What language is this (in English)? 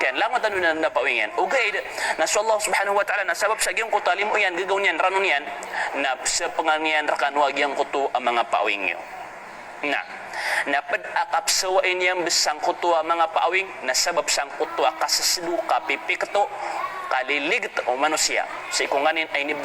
Maranao